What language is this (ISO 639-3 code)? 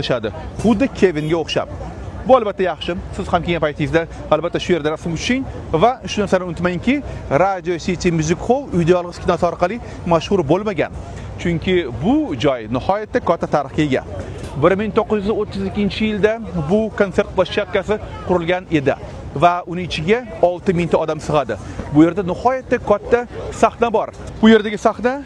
uzb